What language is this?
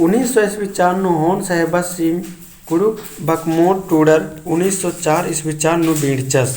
Kurukh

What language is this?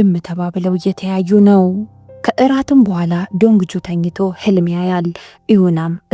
Amharic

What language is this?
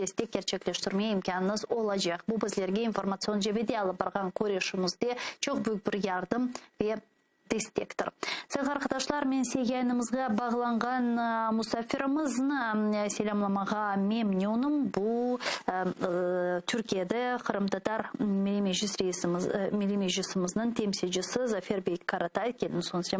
Crimean Tatar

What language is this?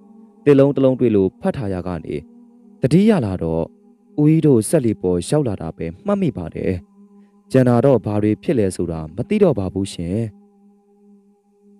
Burmese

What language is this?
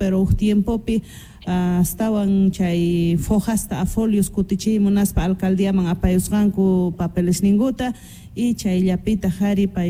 Quechua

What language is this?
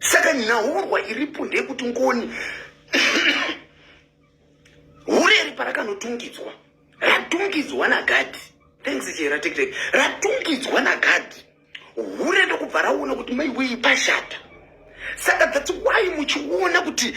Shona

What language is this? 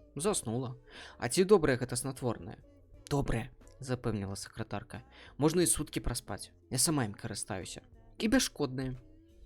Belarusian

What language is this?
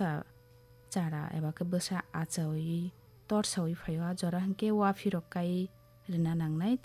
Kok Borok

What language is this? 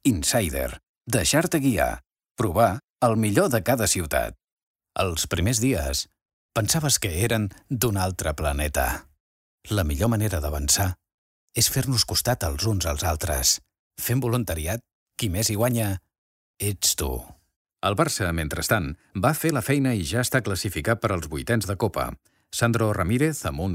Catalan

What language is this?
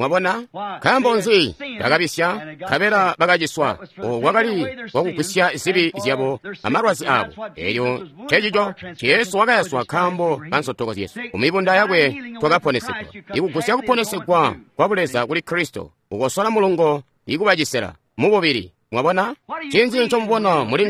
Tonga (Zambia)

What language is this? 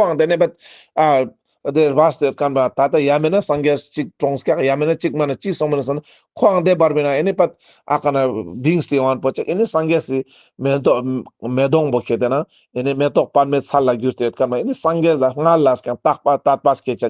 Ladakhi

